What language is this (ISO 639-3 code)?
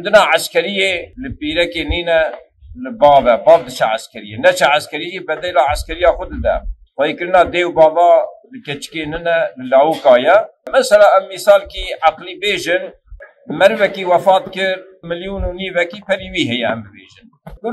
kur